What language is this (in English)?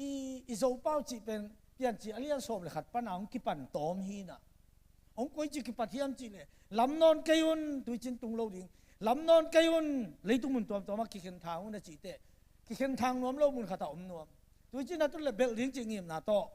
Tedim Chin